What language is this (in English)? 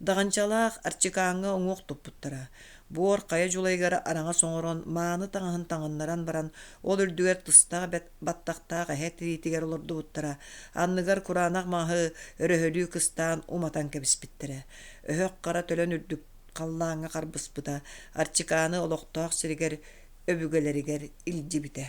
Yakut